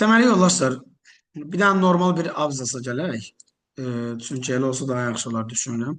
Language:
Azerbaijani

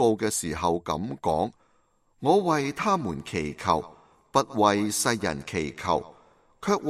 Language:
Cantonese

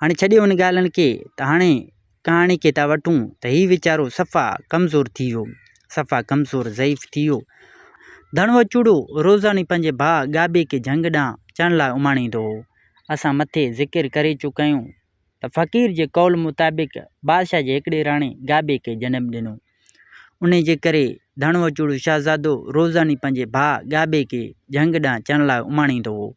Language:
Sindhi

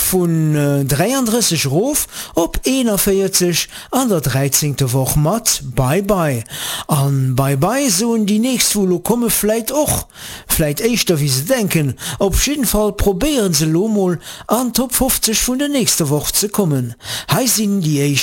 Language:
Luxembourgish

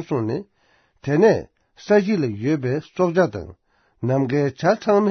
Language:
Tibetan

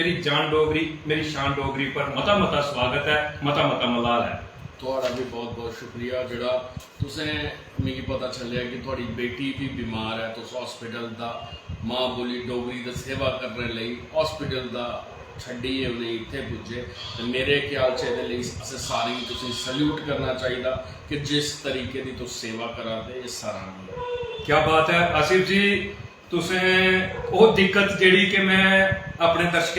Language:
Dogri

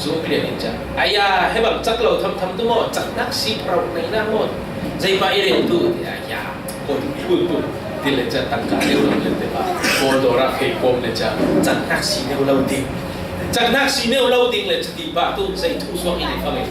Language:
Falam Chin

